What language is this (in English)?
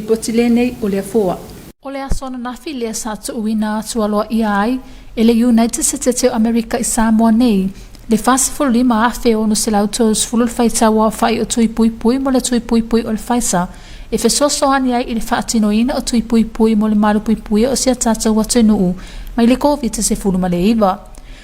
Samoan